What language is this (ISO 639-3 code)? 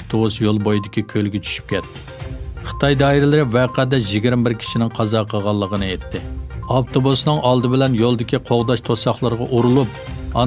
uig